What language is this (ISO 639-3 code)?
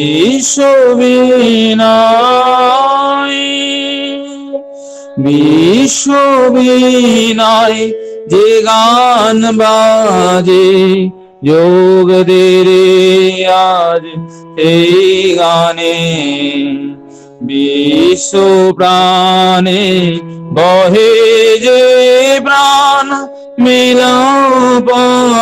ben